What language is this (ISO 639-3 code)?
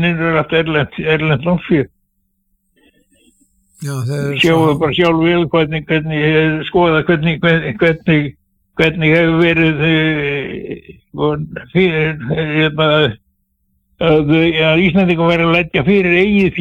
isl